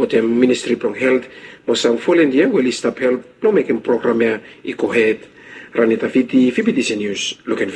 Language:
Bislama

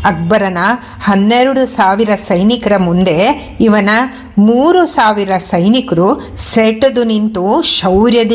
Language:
Kannada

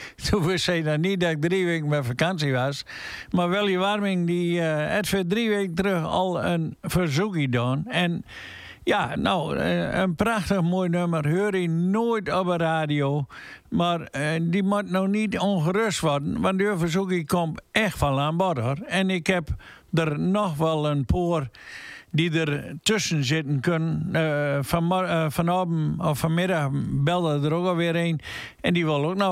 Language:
Dutch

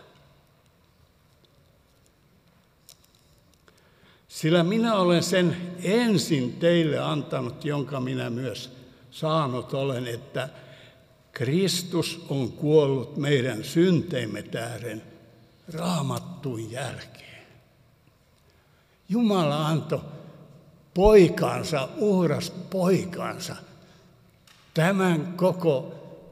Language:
Finnish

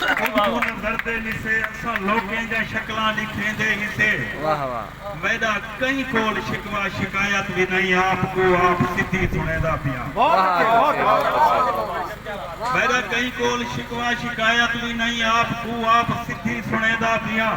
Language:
Saraiki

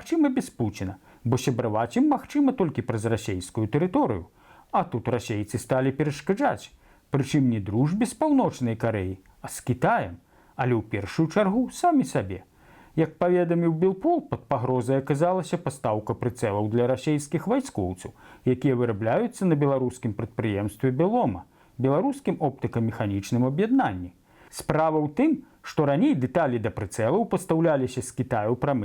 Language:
Belarusian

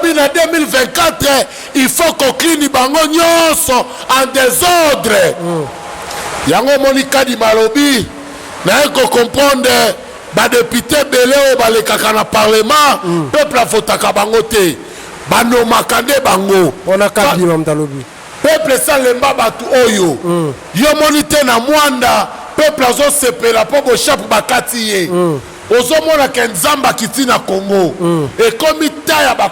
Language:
Lingala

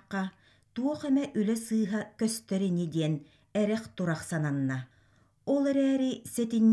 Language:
Yakut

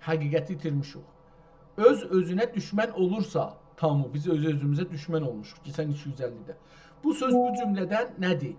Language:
South Azerbaijani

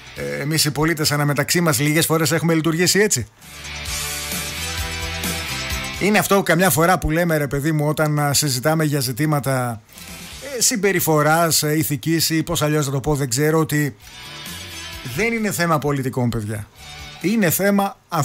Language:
Greek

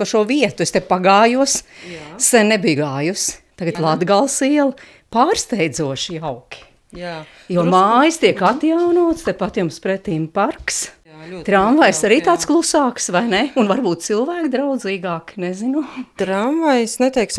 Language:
Latvian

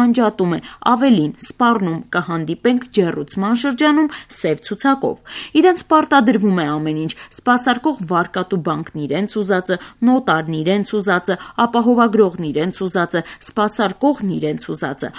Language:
Armenian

